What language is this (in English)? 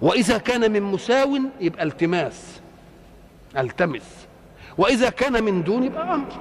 Egyptian Arabic